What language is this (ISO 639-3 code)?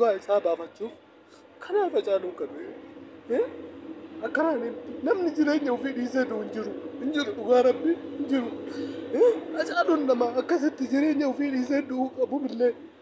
orm